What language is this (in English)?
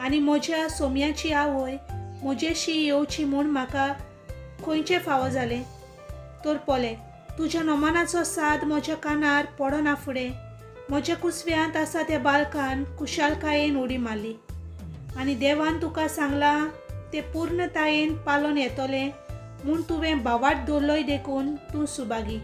Konkani